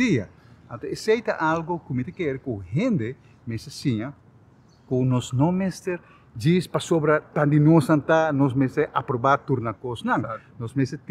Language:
Papiamento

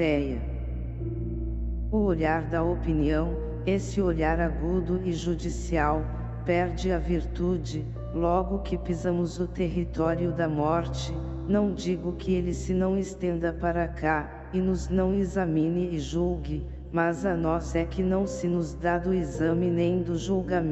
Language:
Portuguese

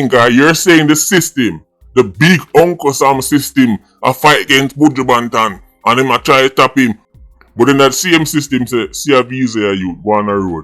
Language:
Jamaican Creole English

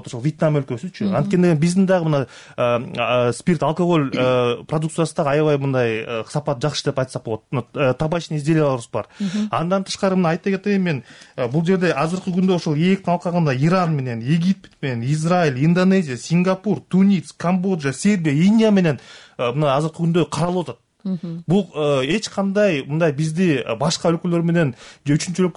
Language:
Kyrgyz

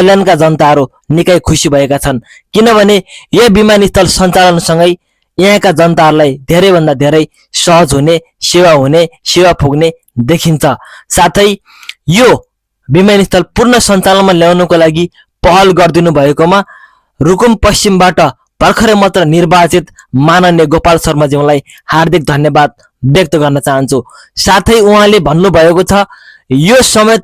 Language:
Nepali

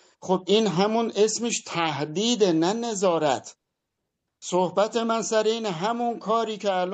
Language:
Persian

